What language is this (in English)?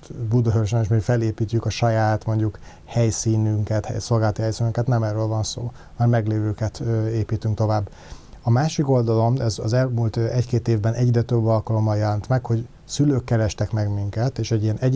Hungarian